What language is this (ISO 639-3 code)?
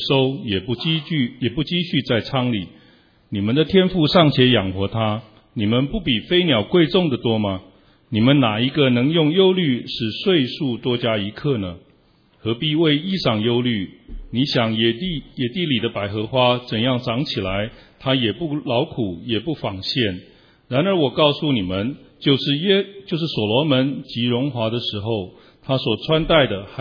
zho